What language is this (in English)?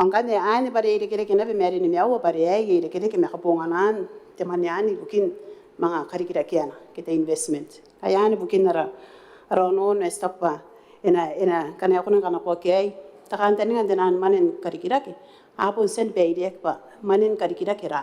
Gilbertese